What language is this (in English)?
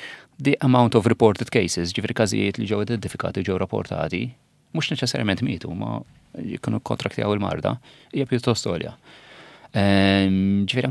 Maltese